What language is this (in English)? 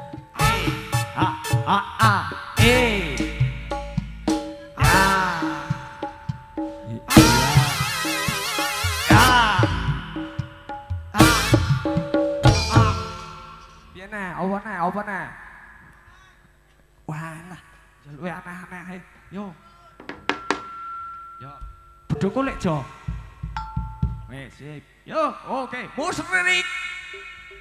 Javanese